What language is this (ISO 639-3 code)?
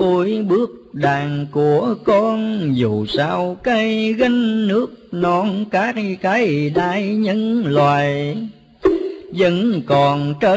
vie